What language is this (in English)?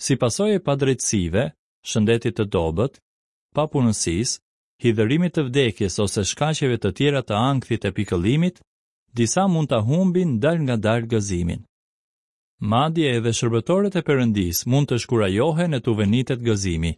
Albanian